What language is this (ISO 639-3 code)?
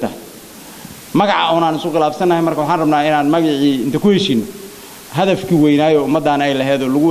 som